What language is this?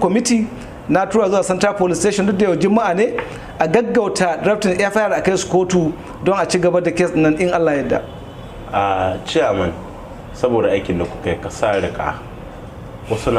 Hausa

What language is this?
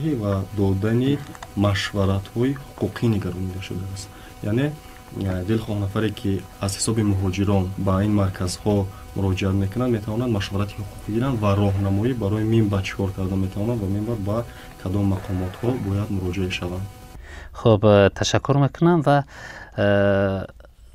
Tajik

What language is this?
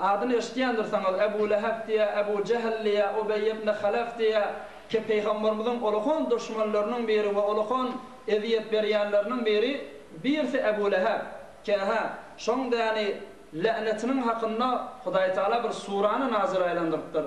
Turkmen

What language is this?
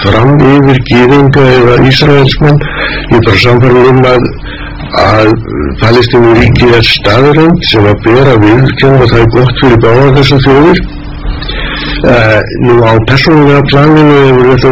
Icelandic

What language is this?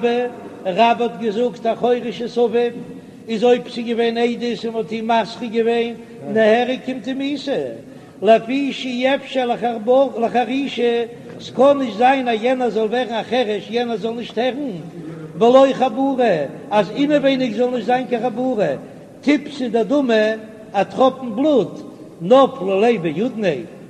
Yiddish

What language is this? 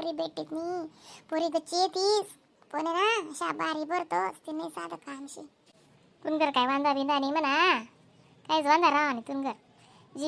Khandesi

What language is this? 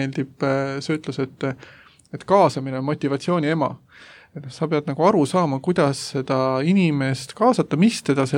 Estonian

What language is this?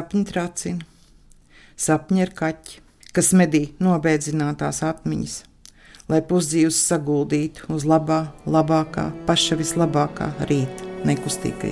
Latvian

